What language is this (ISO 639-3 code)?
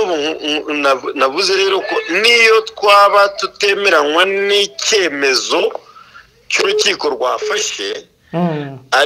kin